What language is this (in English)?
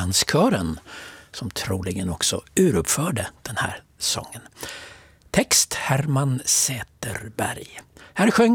Swedish